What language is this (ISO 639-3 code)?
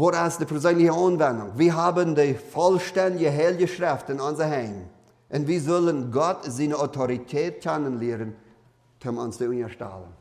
pdt